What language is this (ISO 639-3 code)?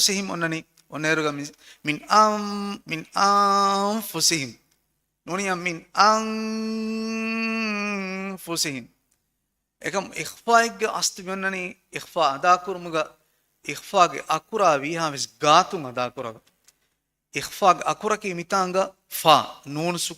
div